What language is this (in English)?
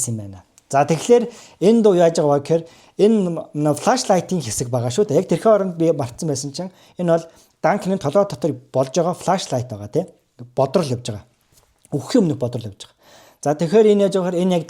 Mongolian